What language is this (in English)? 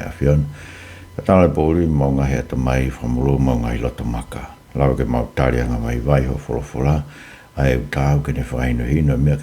Tongan